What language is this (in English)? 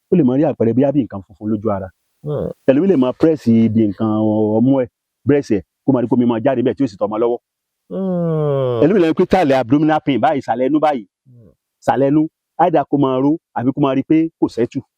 Yoruba